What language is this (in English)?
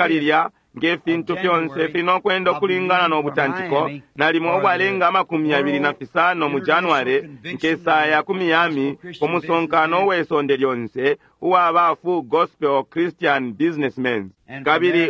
Bemba